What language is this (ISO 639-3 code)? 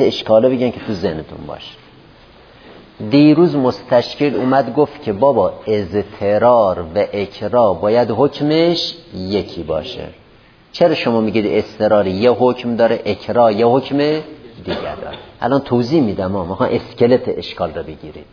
fas